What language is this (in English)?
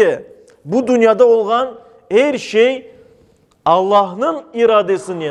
Crimean Tatar